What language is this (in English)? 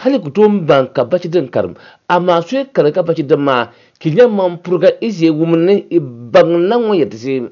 Dagbani